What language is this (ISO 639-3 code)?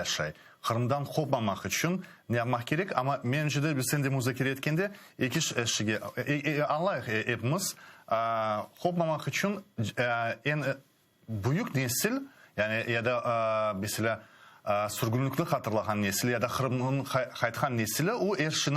crh